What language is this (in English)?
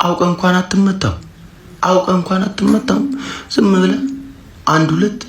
Amharic